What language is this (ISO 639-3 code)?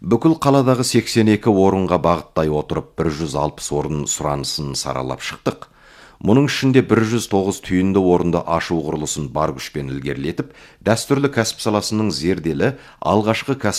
kaz